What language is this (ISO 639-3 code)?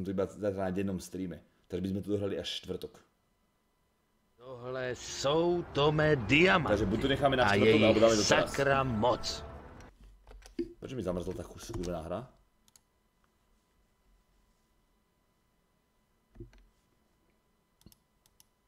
slk